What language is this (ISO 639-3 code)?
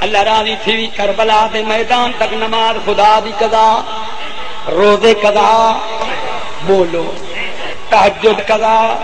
skr